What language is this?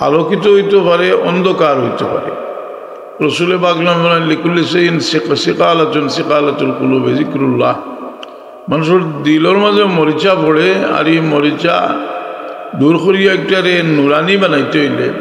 Sylheti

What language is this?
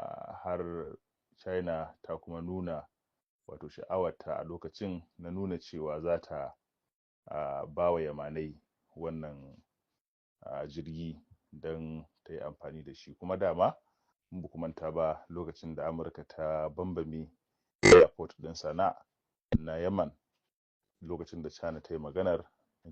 Hausa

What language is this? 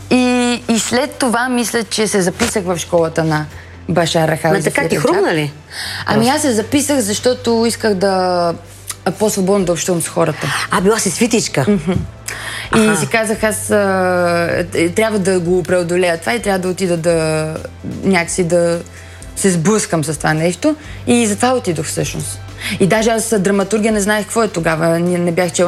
Bulgarian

